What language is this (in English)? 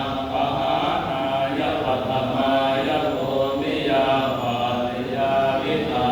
Pali